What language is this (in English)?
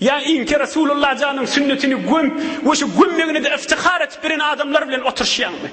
Turkmen